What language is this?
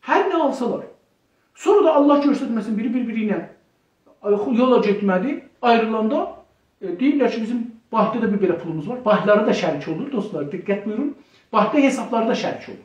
South Azerbaijani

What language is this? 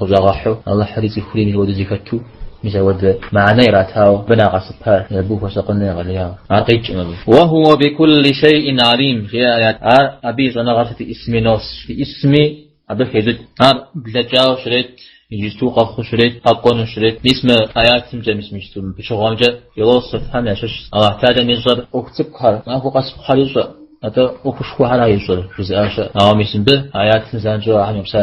Kabardian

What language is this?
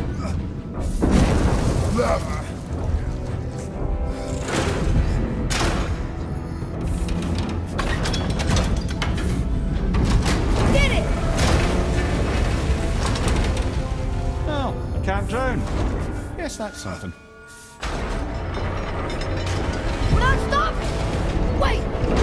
English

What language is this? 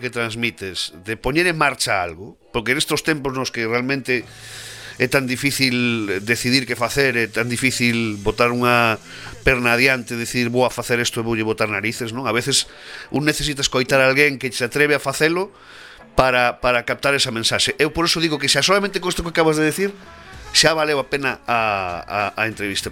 Galician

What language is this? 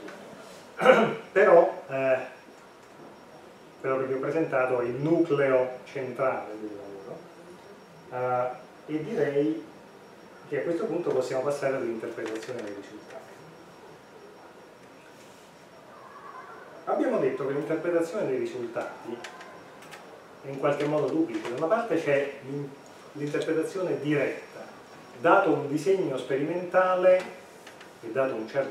Italian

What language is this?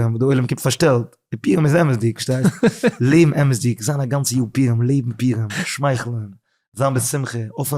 Yiddish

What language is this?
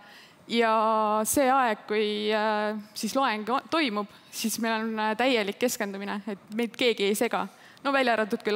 Estonian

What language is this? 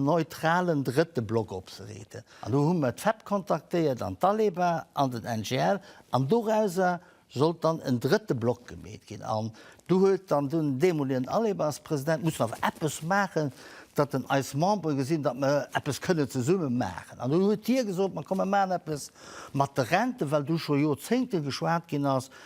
Luxembourgish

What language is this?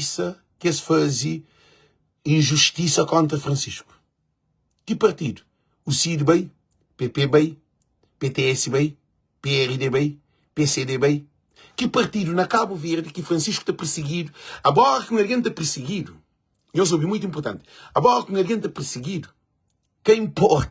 Kabuverdianu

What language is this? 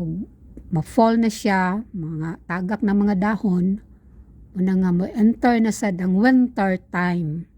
Cebuano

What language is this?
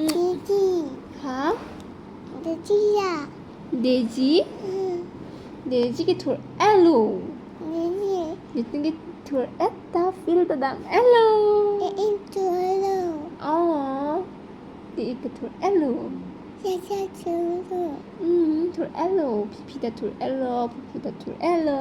Karbi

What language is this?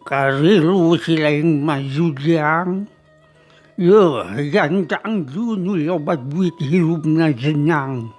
Sundanese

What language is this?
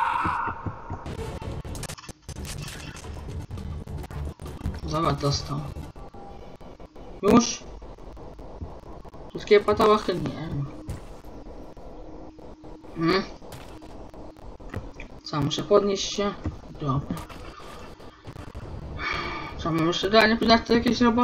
Polish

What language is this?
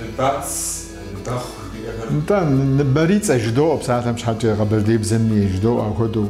Kabardian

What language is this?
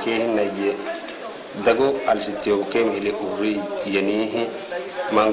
Somali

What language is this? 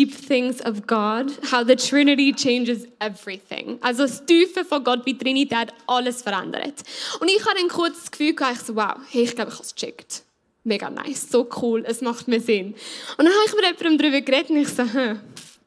Swiss German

